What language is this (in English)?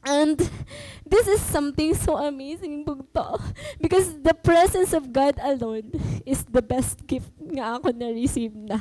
Waray